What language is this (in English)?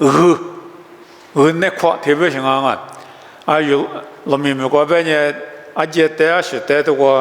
Lisu